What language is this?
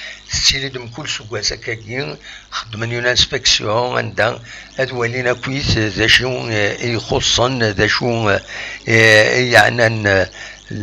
Kabyle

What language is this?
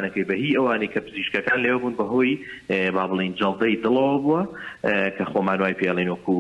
Central Kurdish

